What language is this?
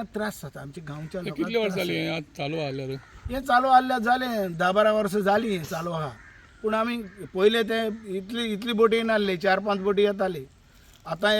Konkani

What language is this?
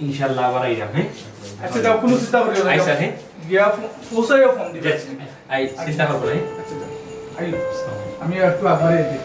Sylheti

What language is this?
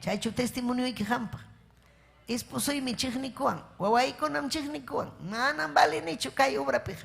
Ayacucho Quechua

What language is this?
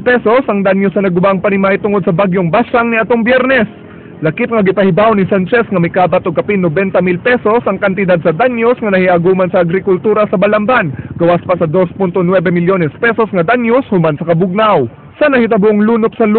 Cebuano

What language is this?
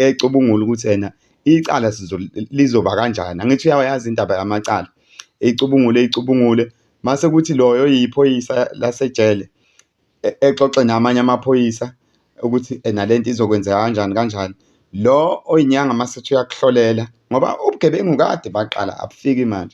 Zulu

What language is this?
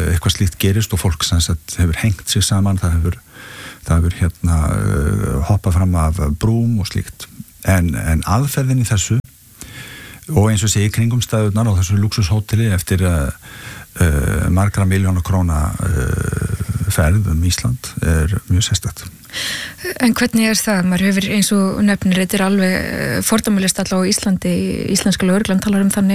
Icelandic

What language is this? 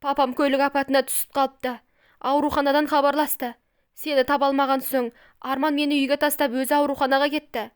Kazakh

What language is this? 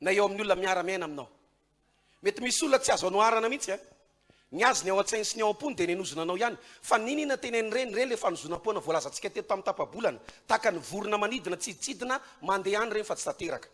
Malagasy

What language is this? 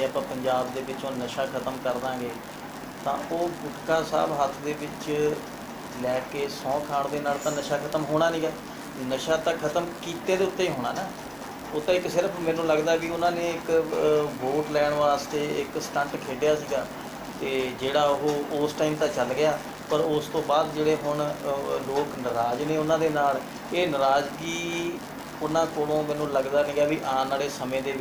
Punjabi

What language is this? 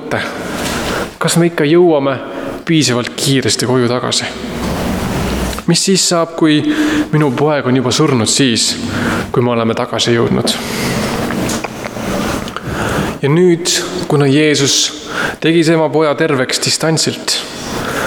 Estonian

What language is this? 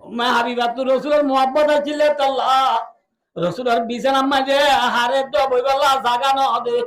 Rohingya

